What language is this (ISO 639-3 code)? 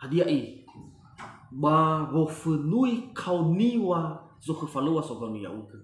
nia